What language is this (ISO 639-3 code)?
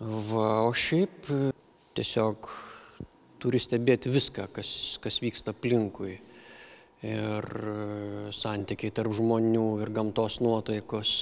lit